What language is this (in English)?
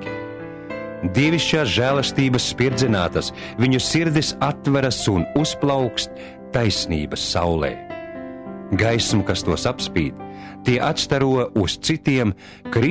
Latvian